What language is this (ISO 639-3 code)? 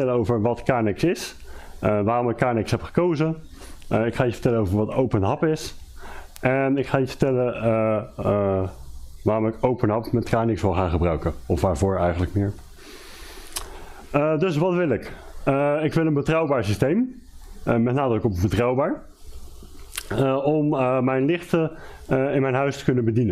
nld